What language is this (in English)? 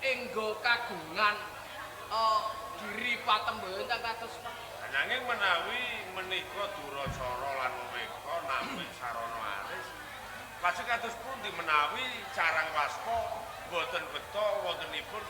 Javanese